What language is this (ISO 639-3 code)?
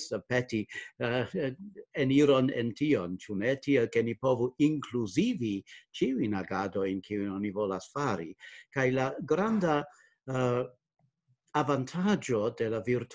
epo